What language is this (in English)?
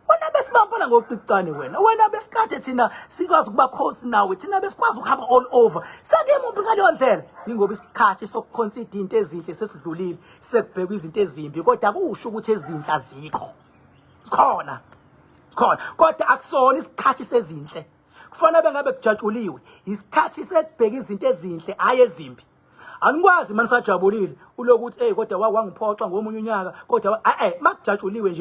Zulu